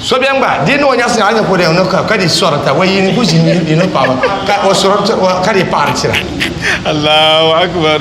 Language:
Dagbani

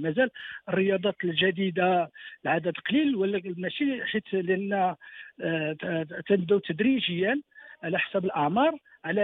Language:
Moroccan Arabic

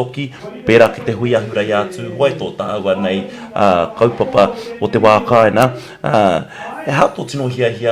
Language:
Māori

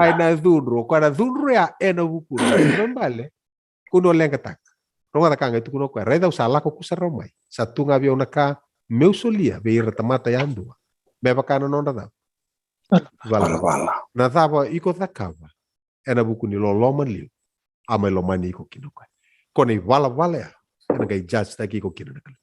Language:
Fijian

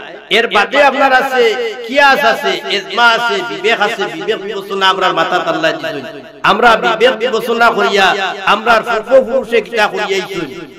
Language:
Sylheti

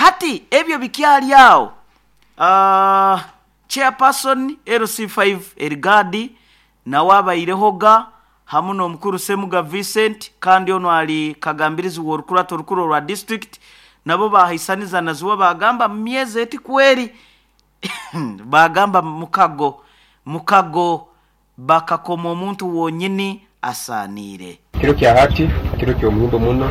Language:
Nyoro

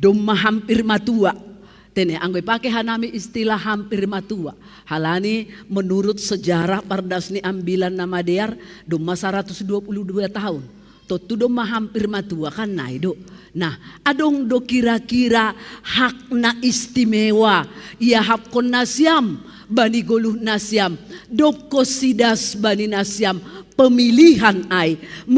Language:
Batak Simalungun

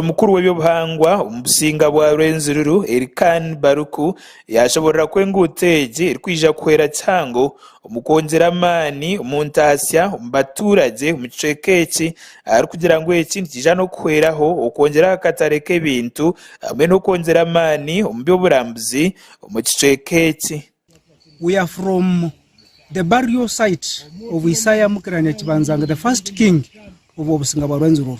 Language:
Nyankole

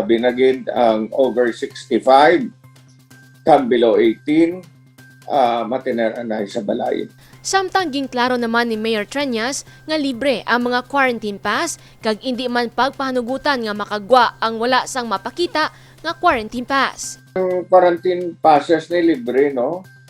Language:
Hiligaynon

